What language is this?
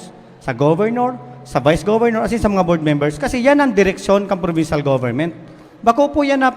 Bikol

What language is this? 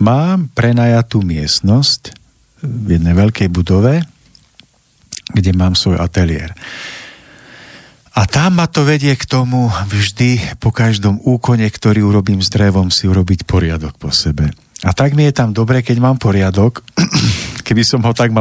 Slovak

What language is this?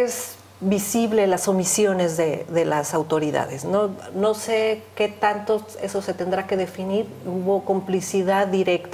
Spanish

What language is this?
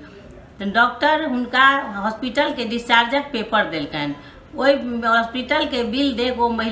Maithili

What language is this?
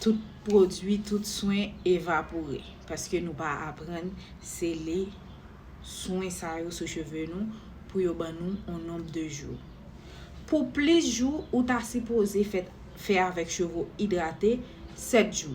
Haitian Creole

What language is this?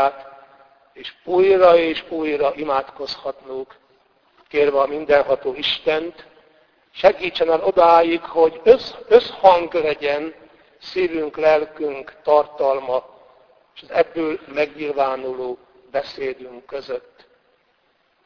Hungarian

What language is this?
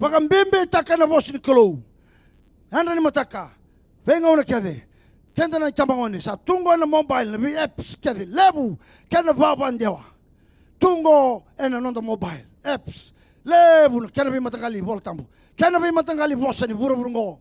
Fijian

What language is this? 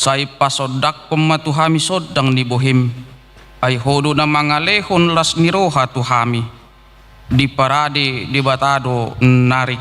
Batak Toba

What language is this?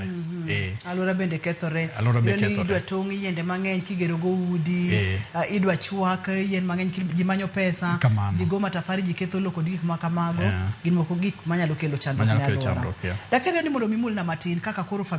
Luo (Kenya and Tanzania)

